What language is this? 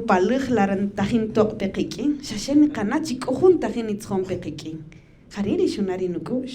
Kaqchikel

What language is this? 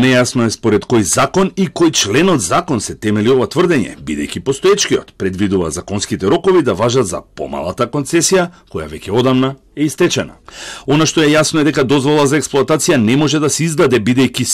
Macedonian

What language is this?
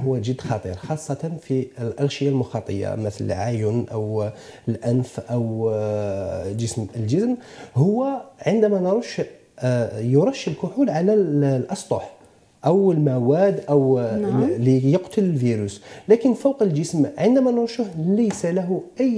Arabic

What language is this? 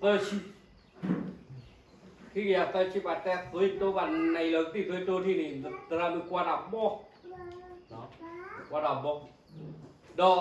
S'gaw Karen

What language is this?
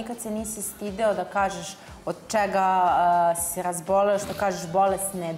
Serbian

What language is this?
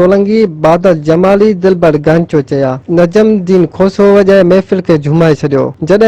Sindhi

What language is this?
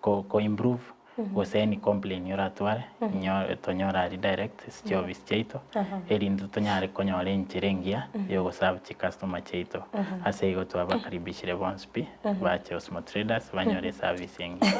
Gusii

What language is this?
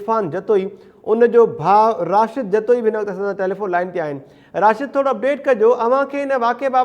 Sindhi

